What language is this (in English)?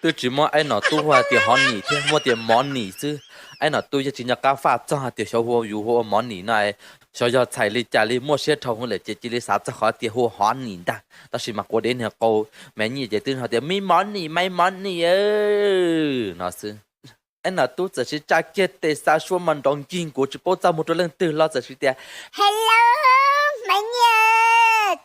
Hmong